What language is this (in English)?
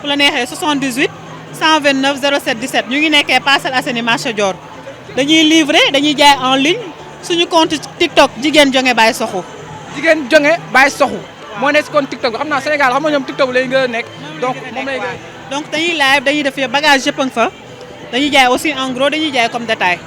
Wolof